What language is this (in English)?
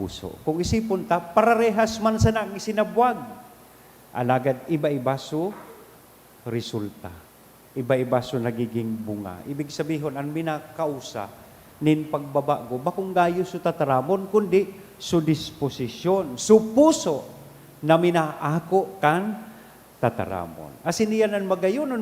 Bikol